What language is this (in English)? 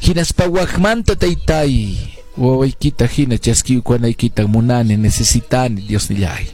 Quechua